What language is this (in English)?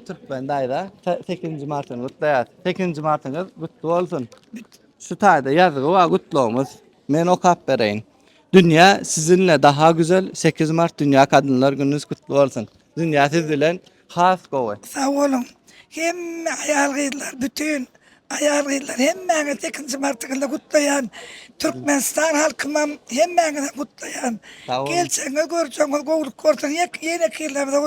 Turkmen